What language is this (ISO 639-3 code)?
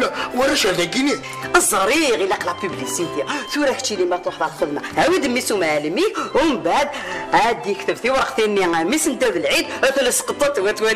kab